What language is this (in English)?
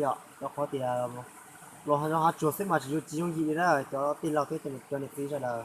Hmong